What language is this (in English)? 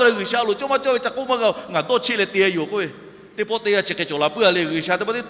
Lahu